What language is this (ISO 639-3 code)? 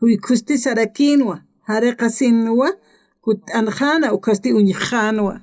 aym